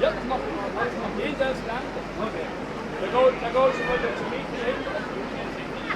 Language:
Swiss German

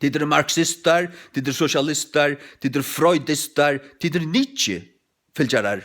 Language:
Faroese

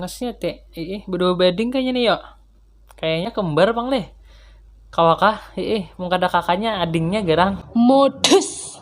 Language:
Banjar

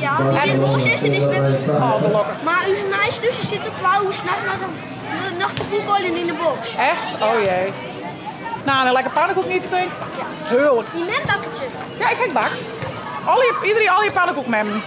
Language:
Western Frisian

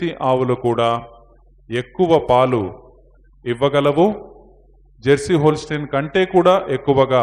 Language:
Telugu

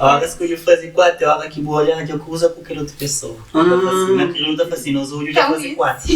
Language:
Kabuverdianu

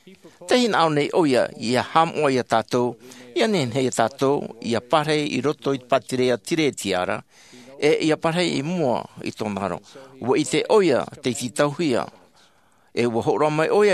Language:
Tahitian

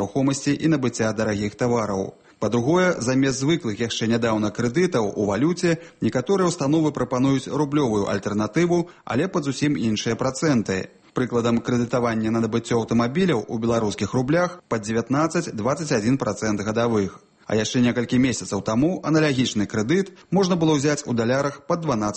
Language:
Belarusian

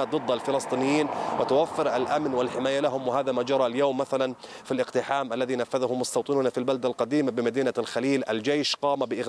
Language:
Arabic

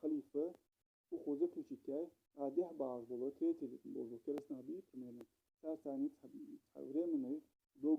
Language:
Ingush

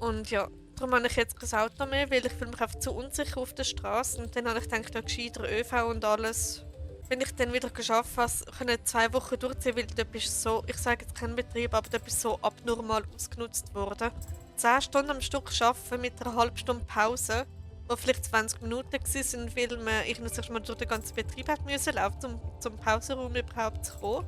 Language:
Swiss German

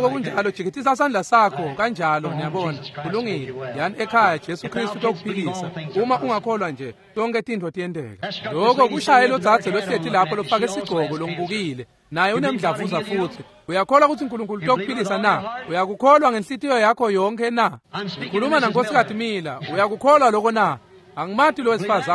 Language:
Swati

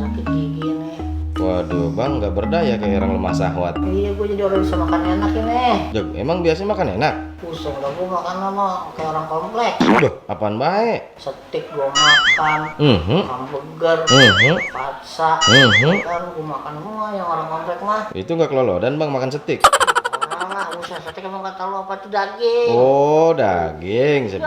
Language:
Betawi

